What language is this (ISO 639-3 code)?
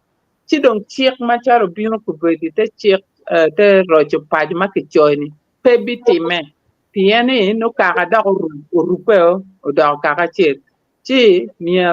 ach